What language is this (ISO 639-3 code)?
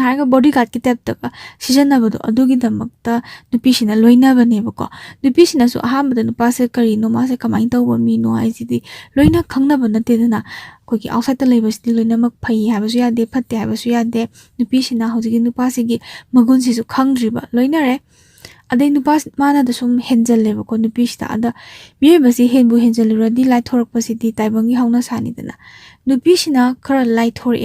mni